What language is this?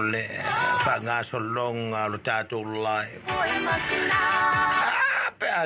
Samoan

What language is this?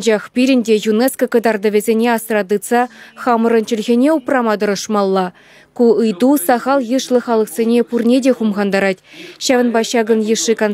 Chuvash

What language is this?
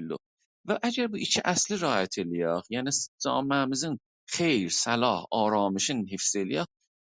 South Azerbaijani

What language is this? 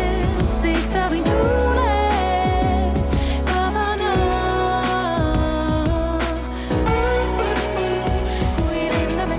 Estonian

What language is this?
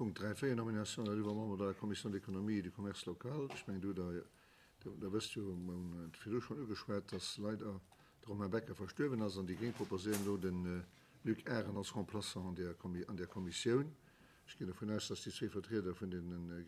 Luxembourgish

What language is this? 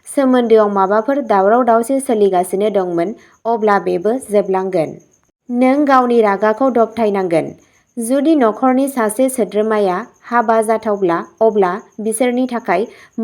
Bodo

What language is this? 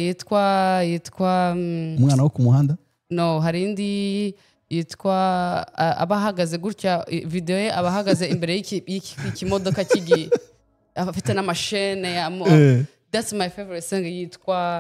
Kinyarwanda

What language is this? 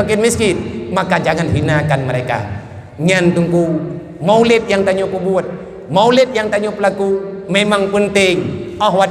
Achinese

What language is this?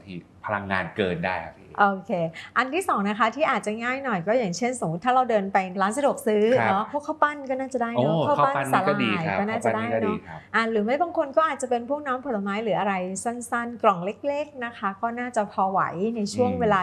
Thai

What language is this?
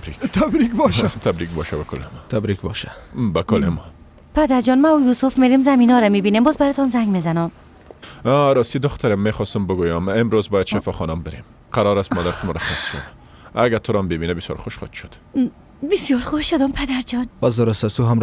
Persian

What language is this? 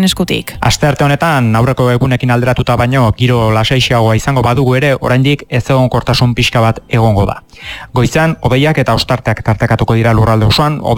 Basque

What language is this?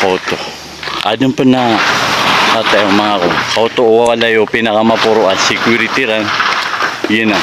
Maranao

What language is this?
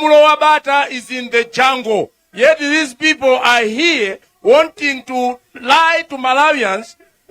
Nyanja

